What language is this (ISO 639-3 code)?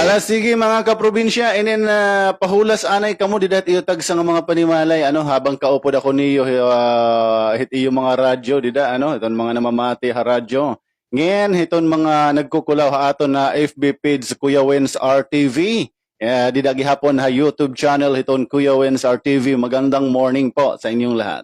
war